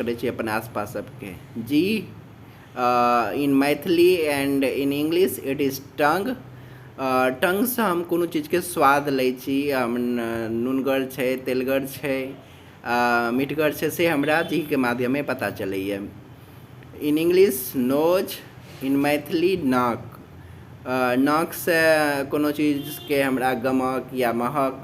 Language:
Maithili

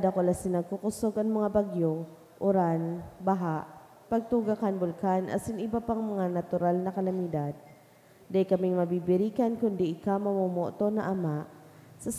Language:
Bikol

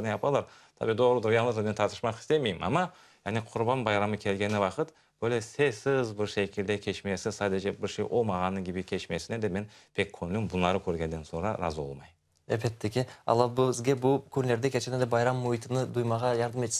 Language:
Crimean Tatar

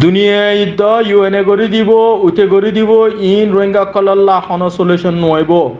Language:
Rohingya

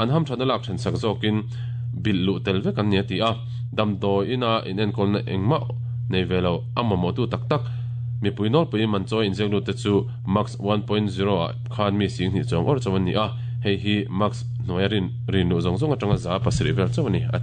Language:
Mizo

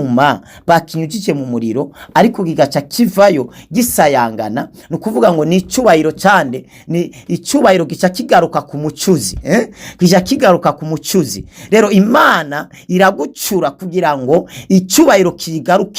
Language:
Rundi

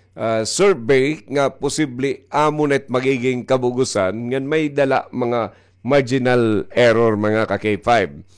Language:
Waray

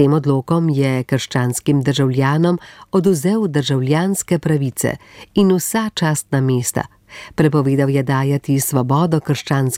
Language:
Slovenian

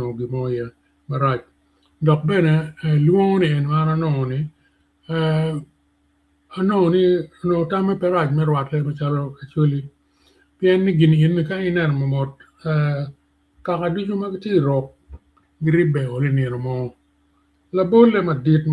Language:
Acoli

